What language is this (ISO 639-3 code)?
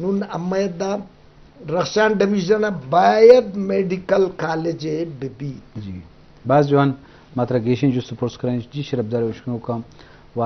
bgp